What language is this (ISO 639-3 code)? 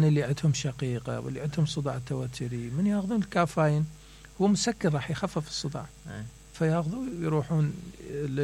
acm